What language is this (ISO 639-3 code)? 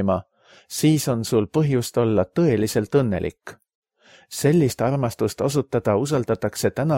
est